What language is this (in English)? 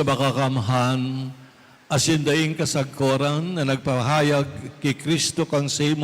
Bikol